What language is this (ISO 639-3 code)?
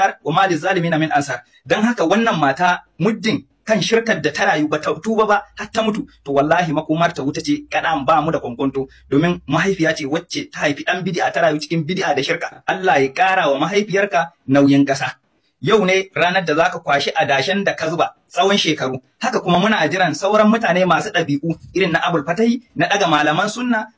hau